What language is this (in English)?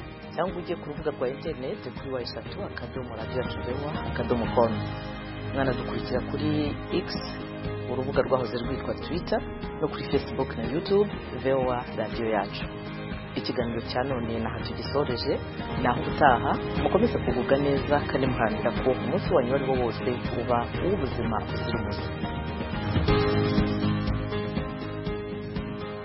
Kinyarwanda